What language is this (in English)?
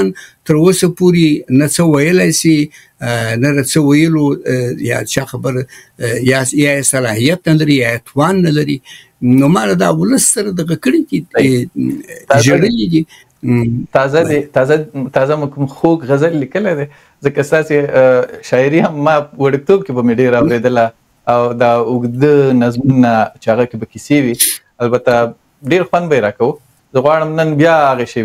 Pashto